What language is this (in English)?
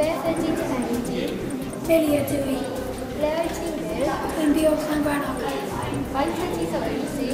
Welsh